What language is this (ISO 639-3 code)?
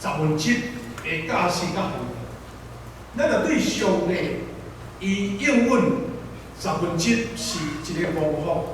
nan